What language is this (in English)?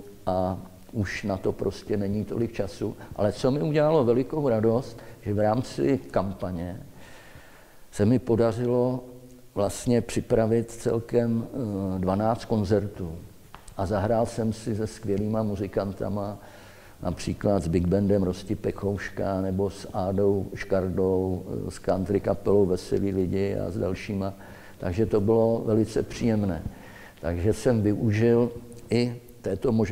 Czech